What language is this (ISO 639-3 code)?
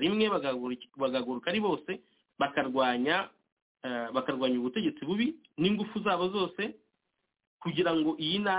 kin